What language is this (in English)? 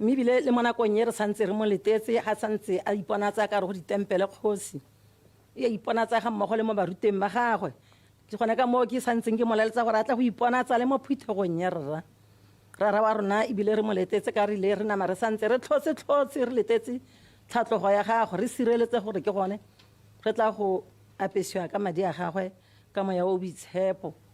Tswana